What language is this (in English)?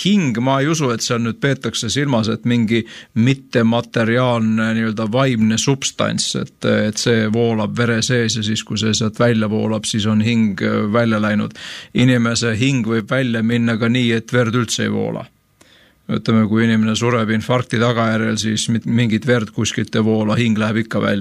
Estonian